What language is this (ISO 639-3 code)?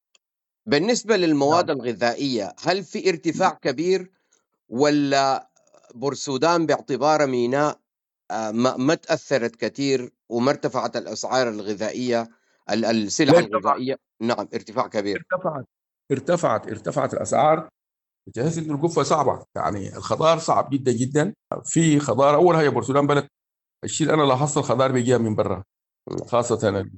apd